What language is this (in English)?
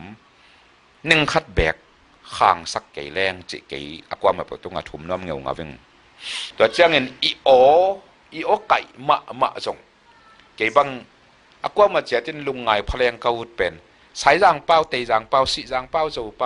Tedim Chin